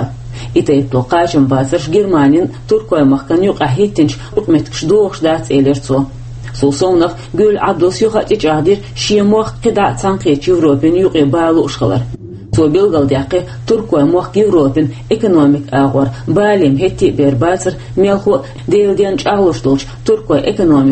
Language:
Chechen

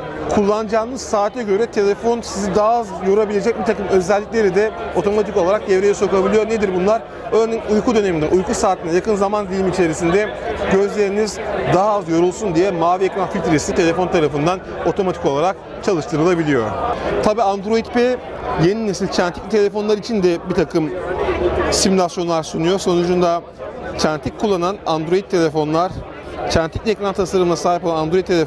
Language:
Turkish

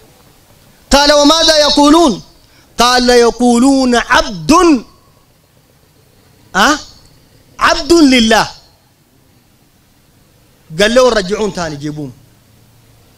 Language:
Sudanese Arabic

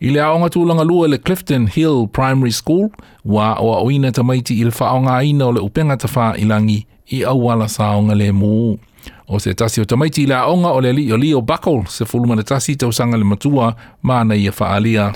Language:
Samoan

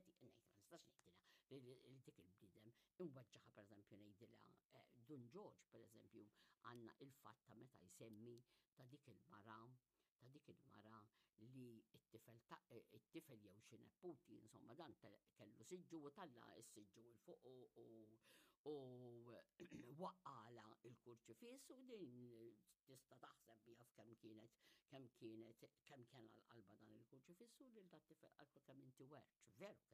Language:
Maltese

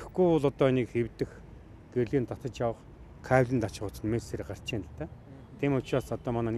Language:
Mongolian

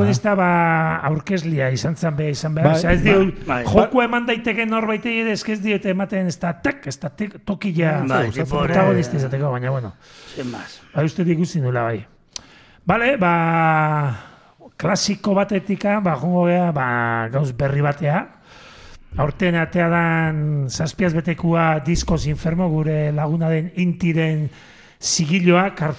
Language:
Basque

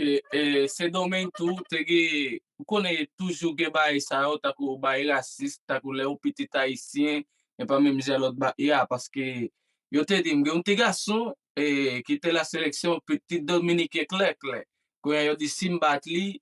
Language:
Haitian Creole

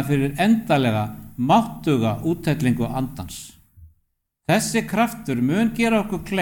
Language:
Icelandic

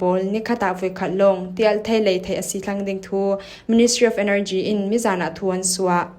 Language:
Falam Chin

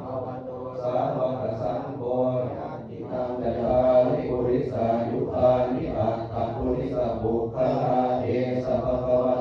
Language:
Pali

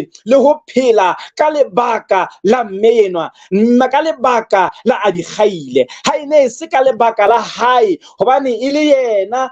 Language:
Southern Sotho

